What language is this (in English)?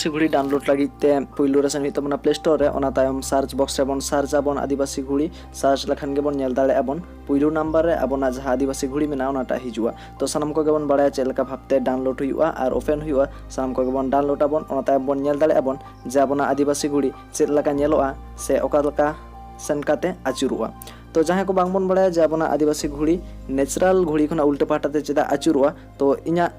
Santali